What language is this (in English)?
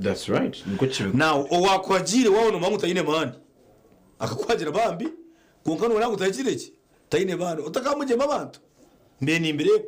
Nyankole